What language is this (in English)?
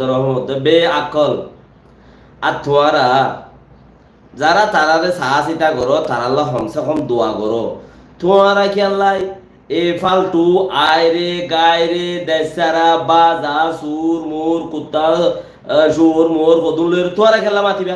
Rohingya